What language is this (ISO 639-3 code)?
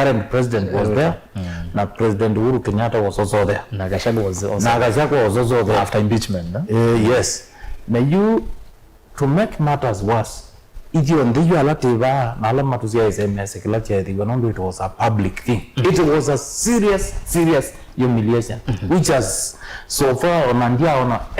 kam